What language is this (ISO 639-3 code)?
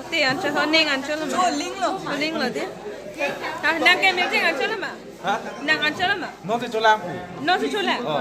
mjw